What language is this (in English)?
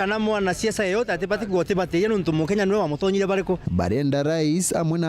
Meru